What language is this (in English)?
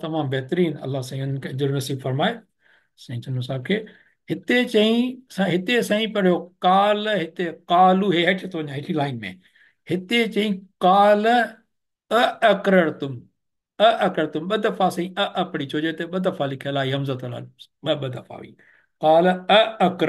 Sindhi